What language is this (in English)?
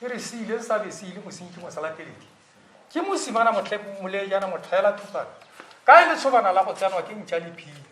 Tswana